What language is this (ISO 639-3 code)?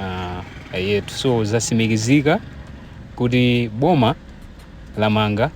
nya